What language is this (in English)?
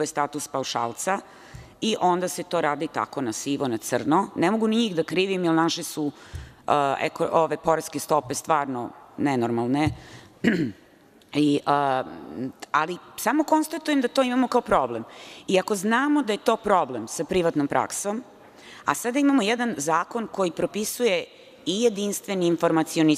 Serbian